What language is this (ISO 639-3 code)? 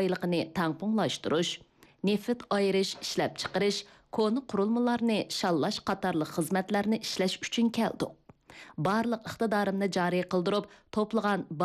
uig